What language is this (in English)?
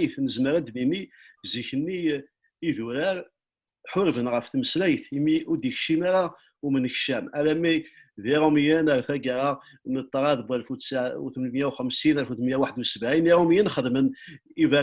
Kabyle